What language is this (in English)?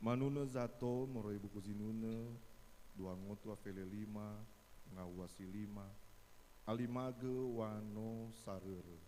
Nias